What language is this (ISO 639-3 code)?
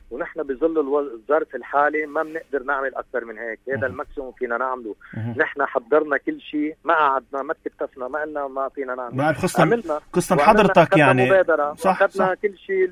apc